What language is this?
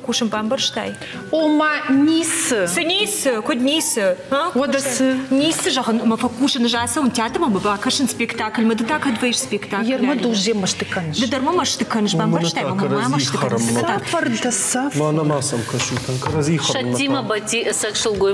Ossetic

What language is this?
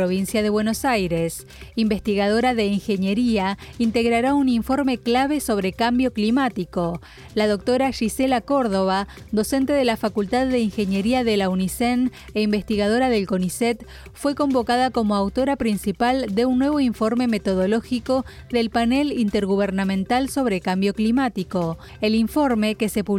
Spanish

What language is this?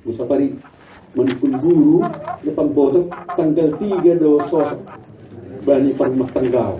Batak Simalungun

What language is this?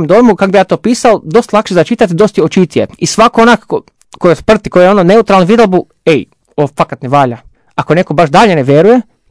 Serbian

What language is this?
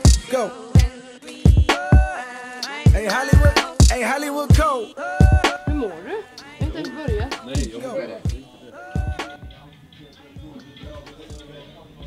Swedish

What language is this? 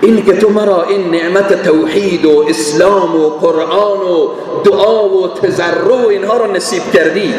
Persian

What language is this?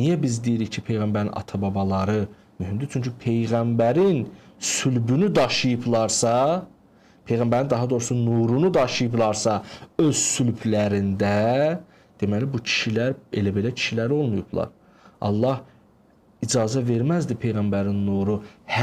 Azerbaijani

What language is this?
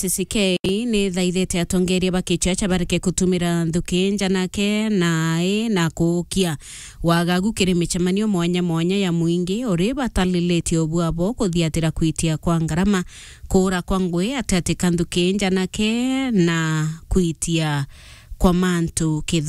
Meru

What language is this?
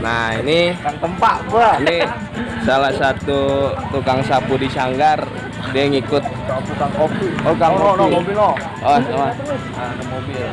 Betawi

